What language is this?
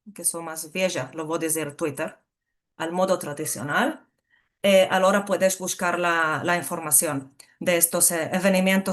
Ladino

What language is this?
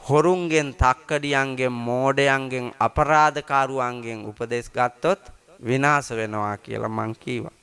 Sinhala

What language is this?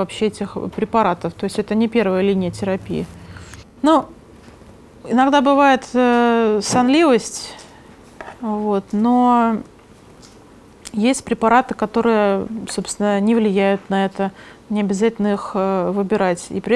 Russian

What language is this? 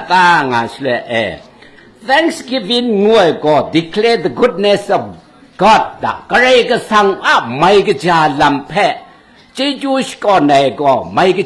Kachin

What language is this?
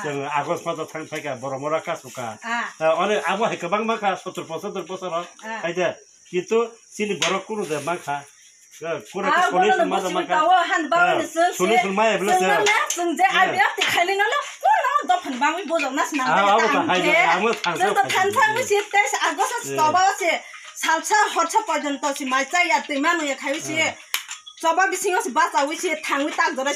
Kok Borok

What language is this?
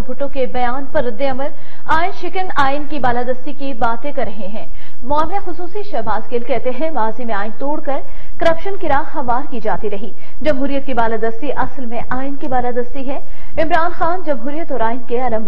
Urdu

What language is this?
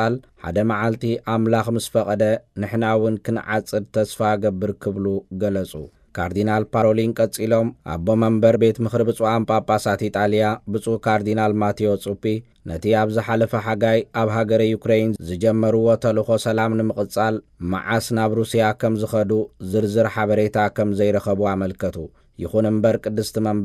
Tigrinya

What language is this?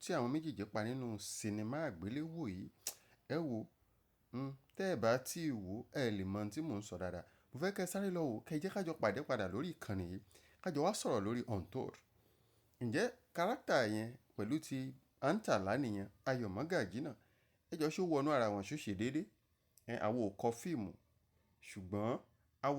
Yoruba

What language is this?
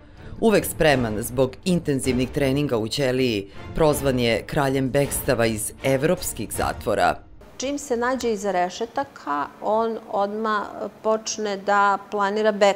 Serbian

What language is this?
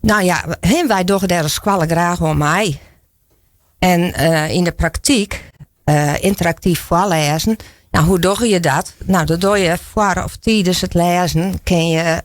Western Frisian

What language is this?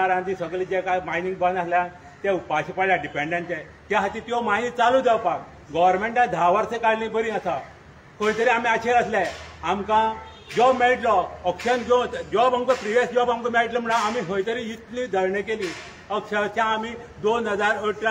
Konkani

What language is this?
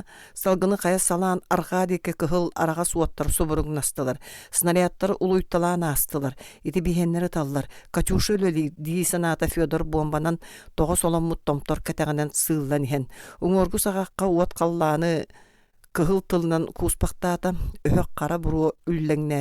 Yakut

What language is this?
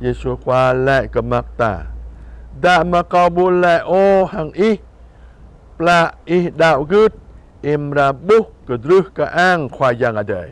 Jarai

